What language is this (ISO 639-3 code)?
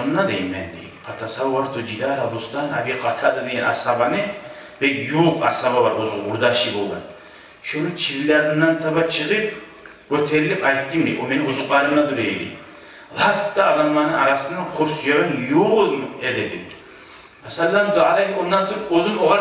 kum